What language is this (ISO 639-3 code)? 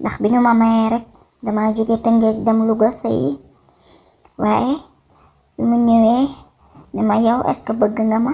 wol